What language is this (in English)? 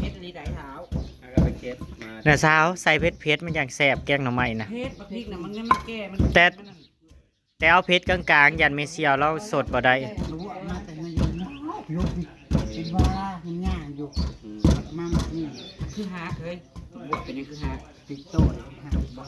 Northeastern Thai